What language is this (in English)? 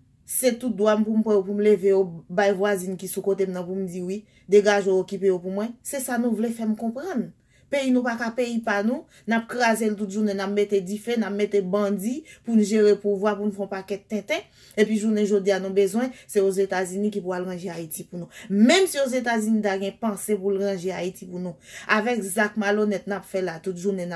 Haitian Creole